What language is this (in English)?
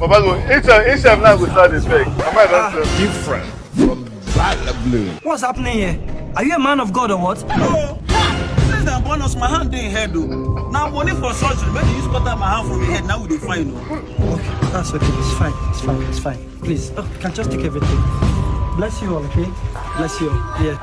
Nigerian Pidgin